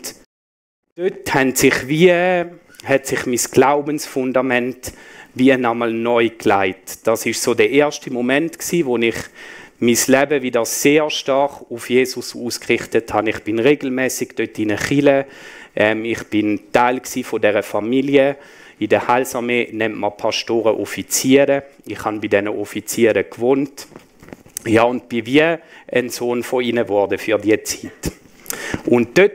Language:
Swiss German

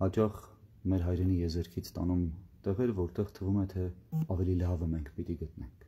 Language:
Armenian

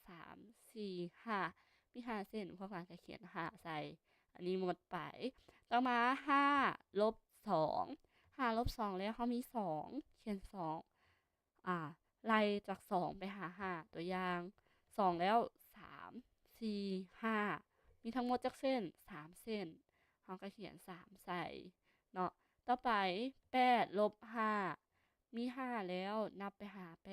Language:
Lao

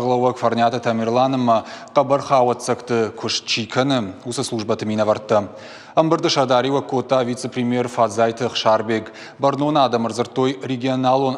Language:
Ossetic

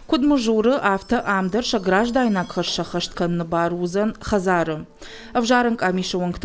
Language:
Ossetic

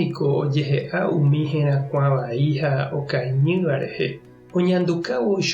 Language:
Guarani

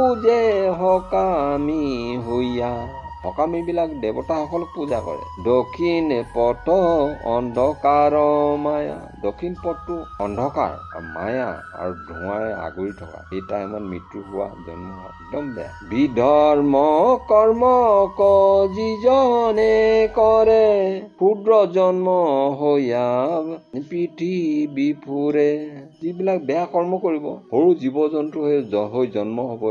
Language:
Assamese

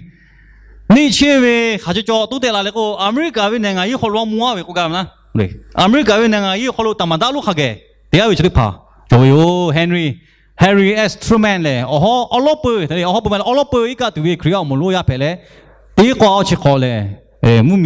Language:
Lahu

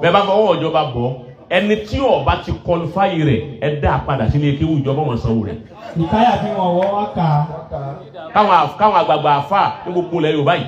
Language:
Yoruba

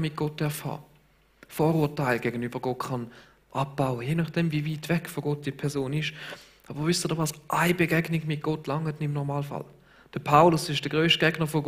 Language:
Swiss German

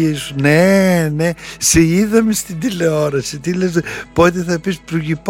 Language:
Greek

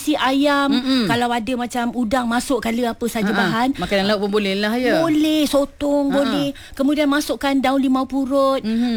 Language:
Malay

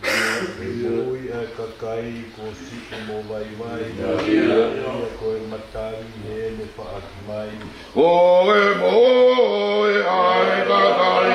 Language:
Tongan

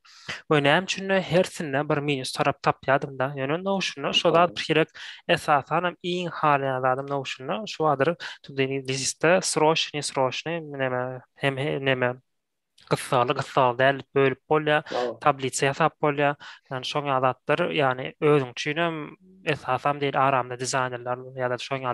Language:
Turkmen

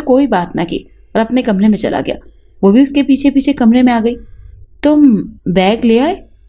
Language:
Urdu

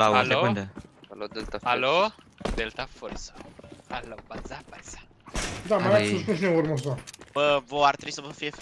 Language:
Romanian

